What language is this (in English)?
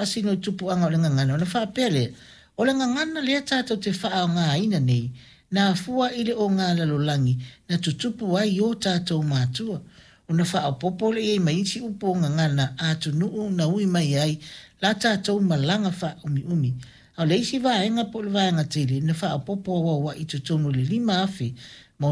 Samoan